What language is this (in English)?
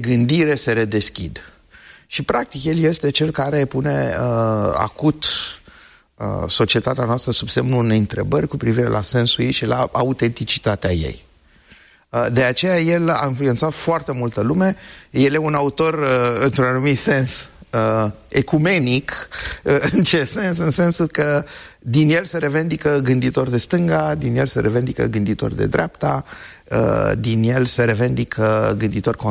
Romanian